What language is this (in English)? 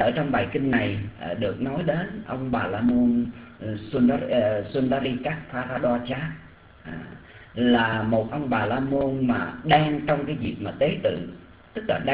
Vietnamese